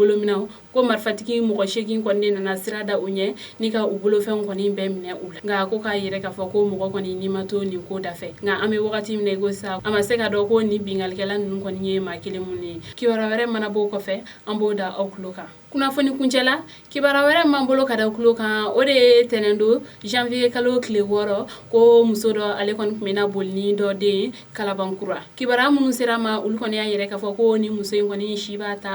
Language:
Bambara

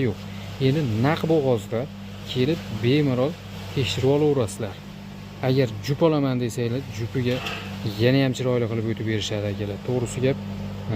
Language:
Uzbek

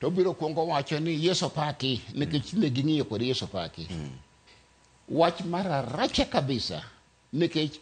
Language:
Luo (Kenya and Tanzania)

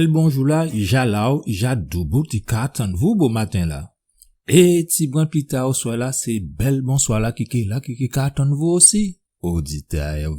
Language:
Guadeloupean Creole French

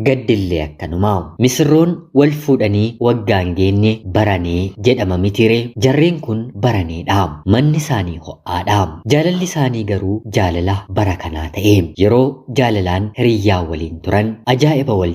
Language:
Oromo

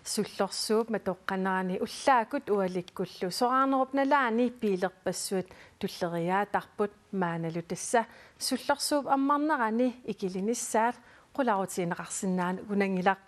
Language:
Kalaallisut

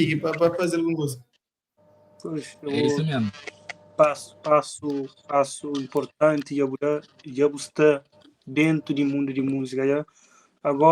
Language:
Kabuverdianu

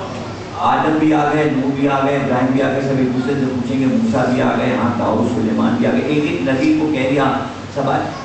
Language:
Urdu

